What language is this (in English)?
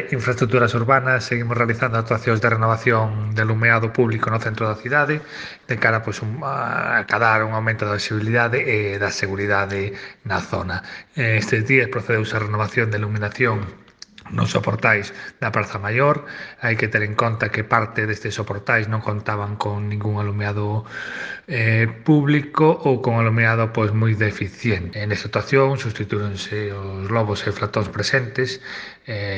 Galician